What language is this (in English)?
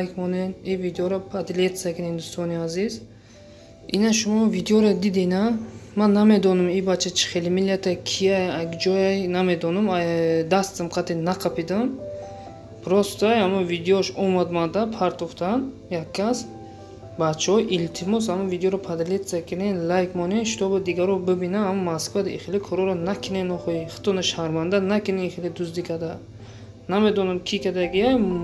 Tajik